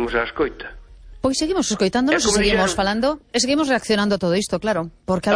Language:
Galician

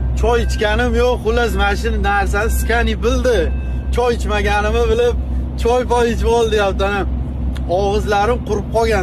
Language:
Uzbek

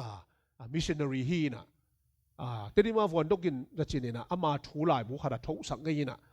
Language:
Tedim Chin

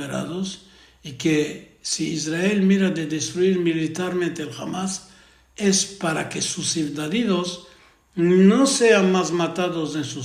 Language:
Ladino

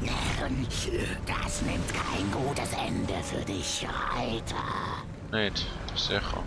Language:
Swiss German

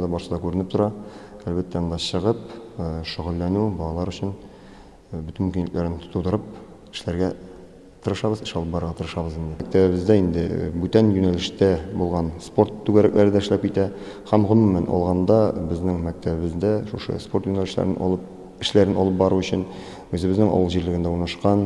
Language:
Tatar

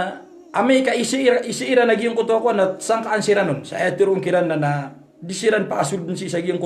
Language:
Maranao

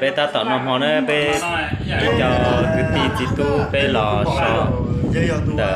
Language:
Hmong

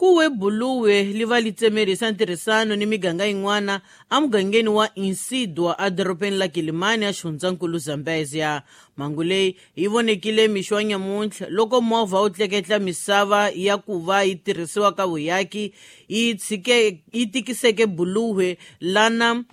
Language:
Tsonga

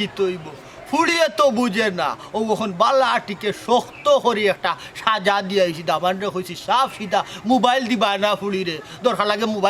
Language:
Sylheti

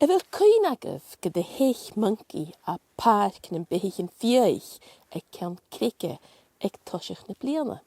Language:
Scottish Gaelic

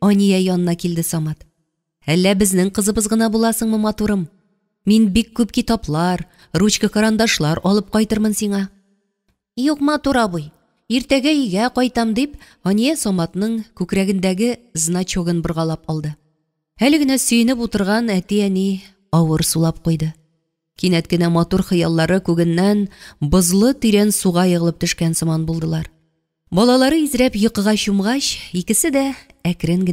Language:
Tatar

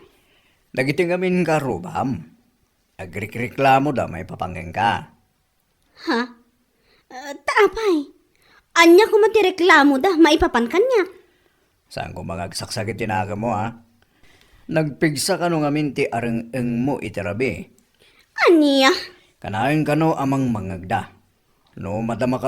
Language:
Iloko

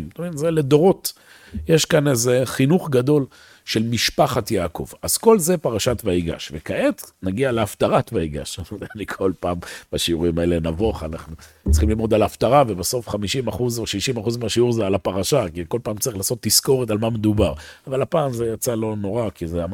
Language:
Hebrew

